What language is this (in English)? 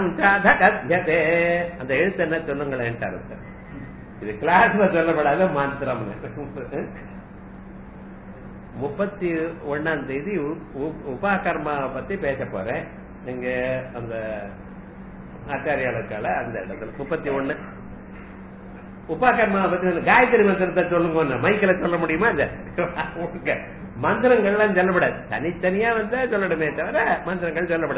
Tamil